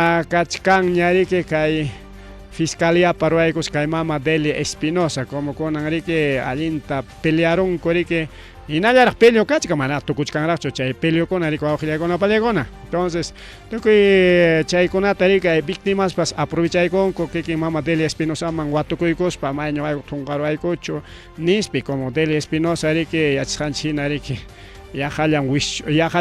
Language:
Ayacucho Quechua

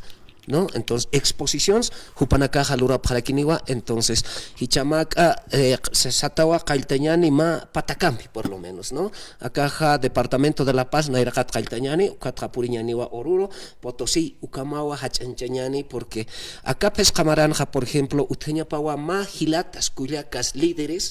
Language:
Aymara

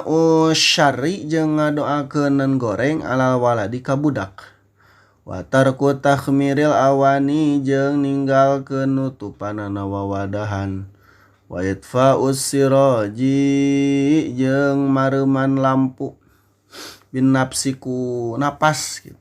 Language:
Sundanese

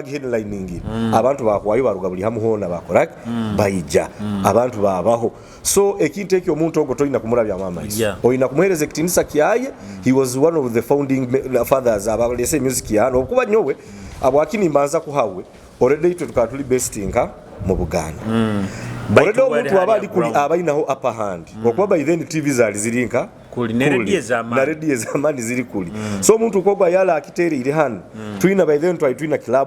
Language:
Nyoro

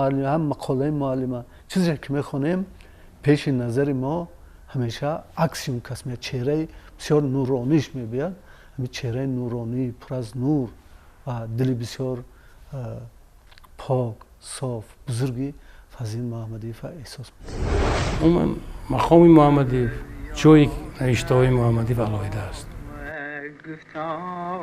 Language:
Tajik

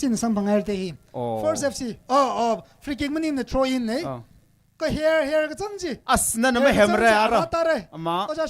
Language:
Tangkhul Naga (India)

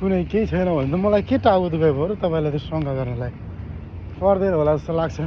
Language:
Nepali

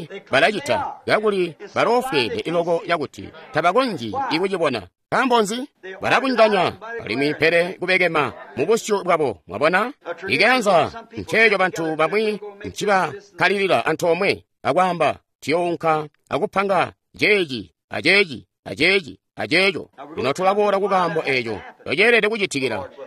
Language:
Tonga (Zambia)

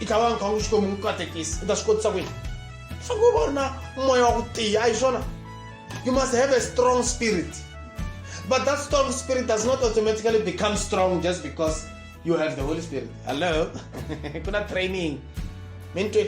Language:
Tsonga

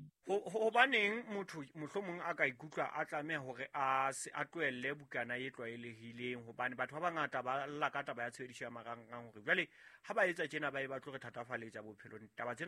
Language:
Southern Sotho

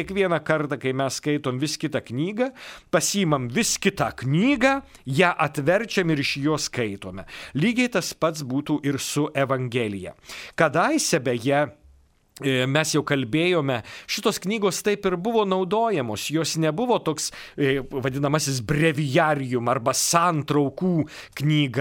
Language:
Lithuanian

